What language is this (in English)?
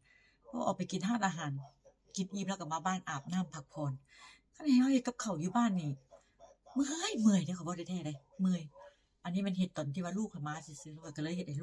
Northeastern Thai